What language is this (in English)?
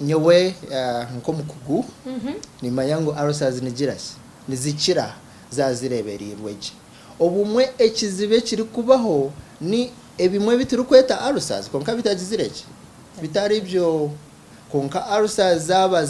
Nyankole